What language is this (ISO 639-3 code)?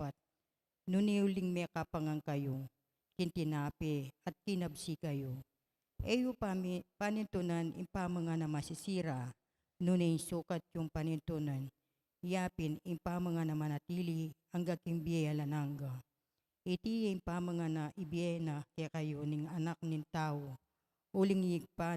pam